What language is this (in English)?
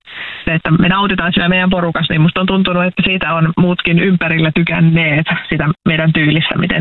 Finnish